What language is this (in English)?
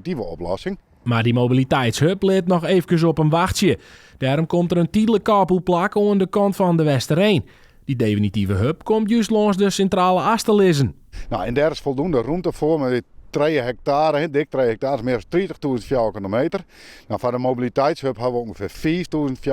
Western Frisian